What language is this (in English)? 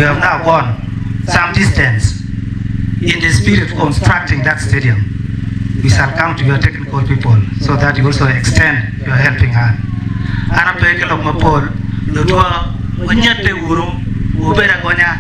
Acoli